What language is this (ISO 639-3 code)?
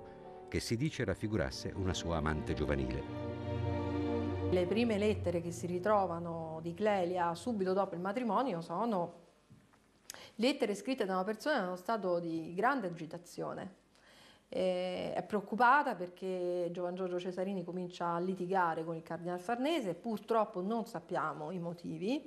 ita